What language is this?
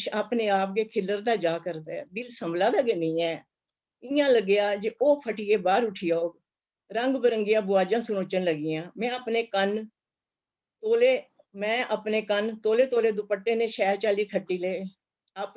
Dogri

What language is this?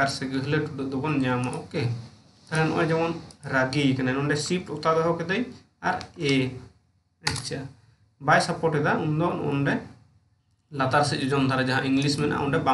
Santali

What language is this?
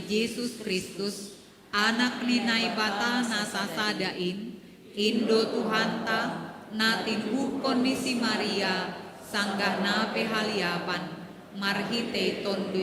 Batak Simalungun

